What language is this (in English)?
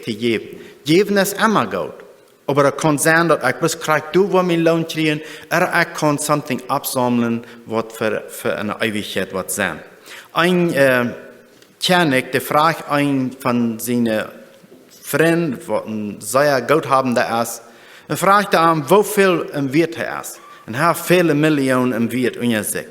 Plautdietsch